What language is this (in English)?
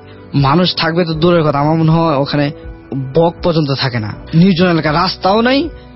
Bangla